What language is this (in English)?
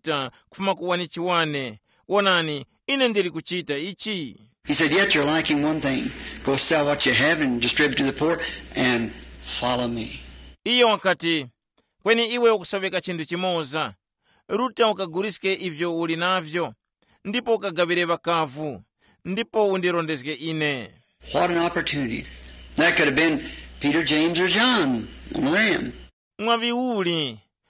Tumbuka